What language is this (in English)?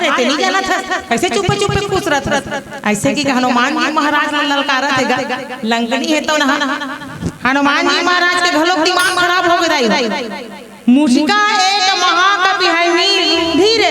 Chhattisgarhi